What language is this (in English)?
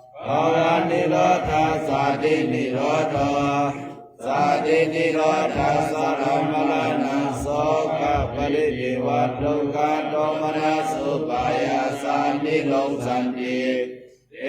Pali